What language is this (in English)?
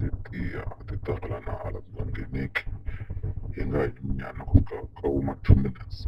Tsonga